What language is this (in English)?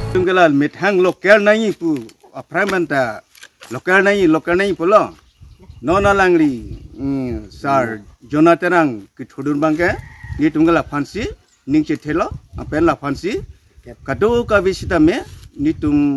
Karbi